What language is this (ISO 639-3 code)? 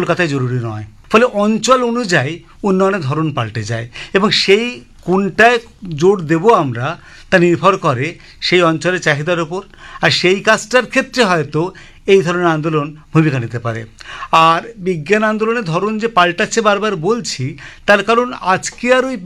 ben